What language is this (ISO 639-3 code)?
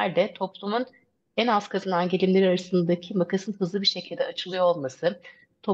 tur